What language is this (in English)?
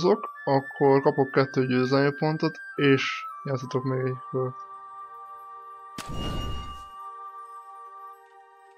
Hungarian